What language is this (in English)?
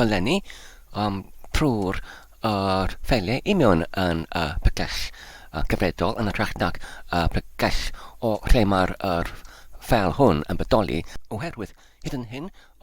Welsh